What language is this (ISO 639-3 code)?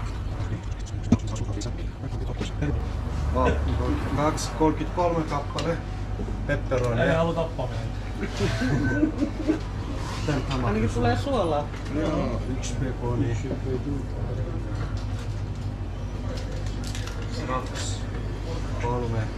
fin